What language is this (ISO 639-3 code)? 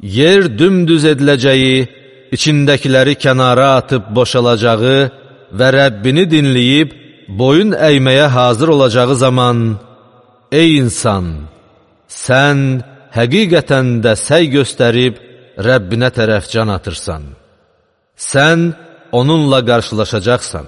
aze